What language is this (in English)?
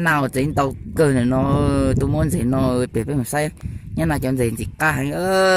Hmong